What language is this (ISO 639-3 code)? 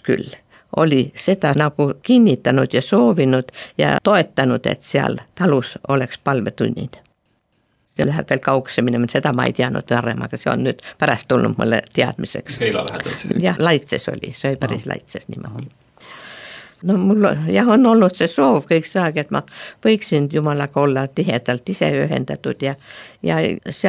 est